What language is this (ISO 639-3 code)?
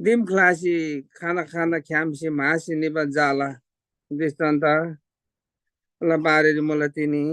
taj